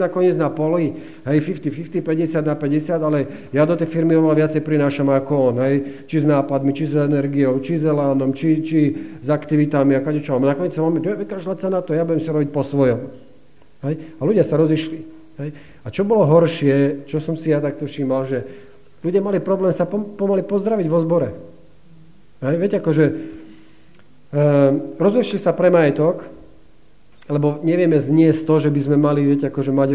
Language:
Slovak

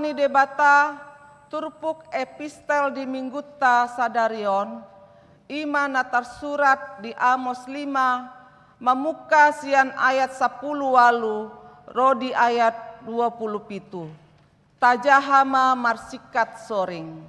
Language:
Batak Toba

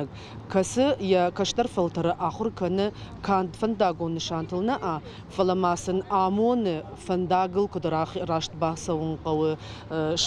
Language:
Ossetic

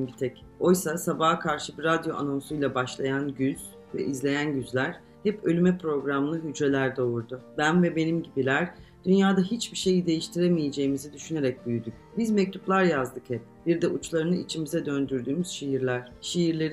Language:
Turkish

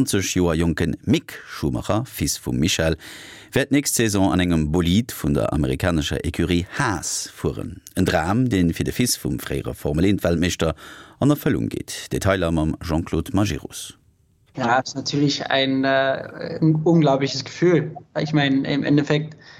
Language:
Luxembourgish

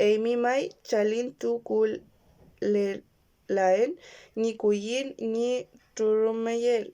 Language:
Mapuche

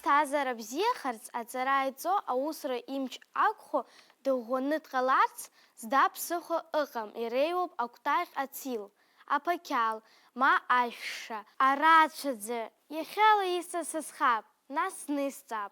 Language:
Abkhazian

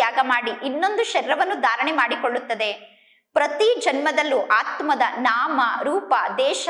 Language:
Kannada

